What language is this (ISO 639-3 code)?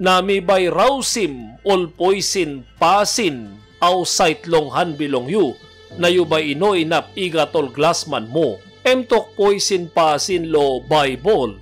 tpi